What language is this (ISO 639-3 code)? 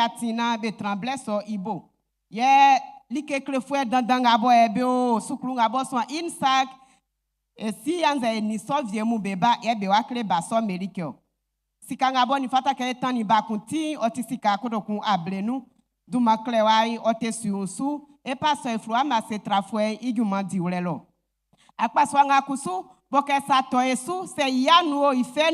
bci